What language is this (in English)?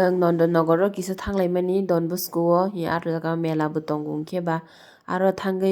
Kok Borok